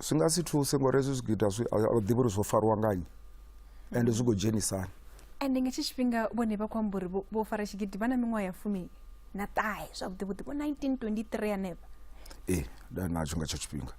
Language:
Venda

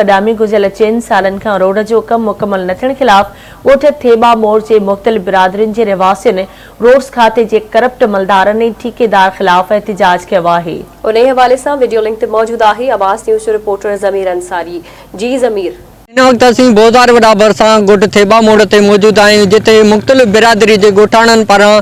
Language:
Sindhi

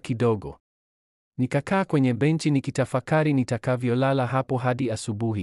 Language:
Swahili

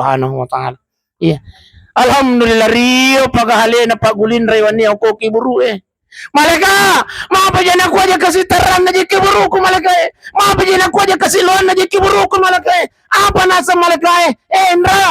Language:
Buginese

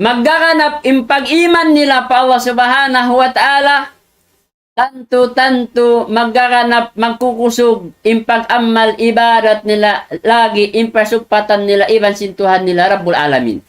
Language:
Tausug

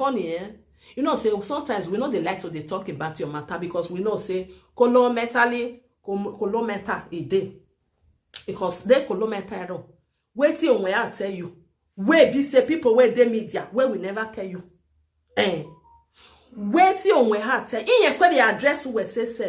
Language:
Nigerian Pidgin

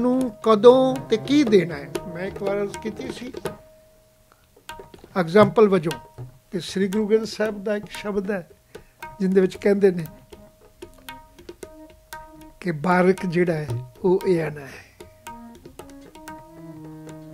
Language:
Punjabi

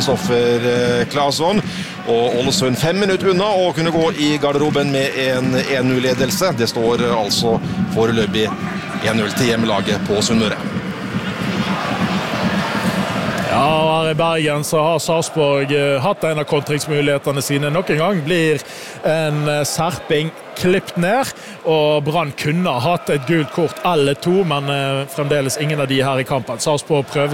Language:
Norwegian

